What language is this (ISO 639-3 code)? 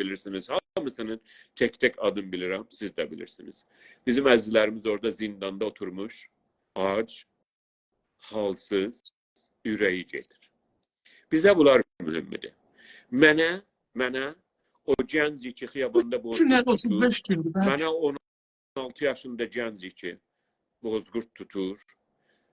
azb